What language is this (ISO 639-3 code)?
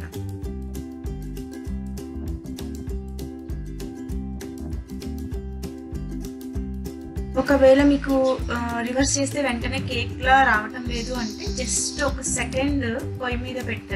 tel